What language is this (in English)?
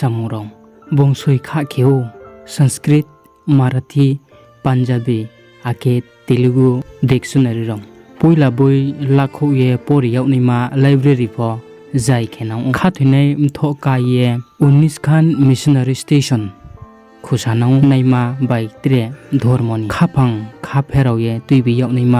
Riang (India)